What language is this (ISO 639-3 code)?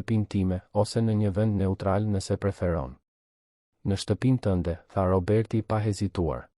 sqi